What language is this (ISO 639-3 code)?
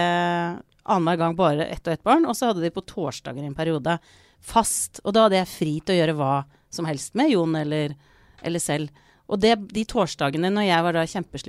nor